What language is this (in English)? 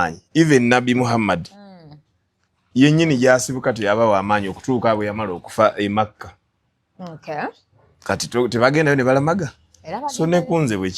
Ganda